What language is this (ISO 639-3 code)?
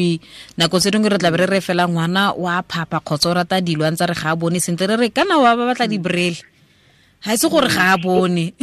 tsn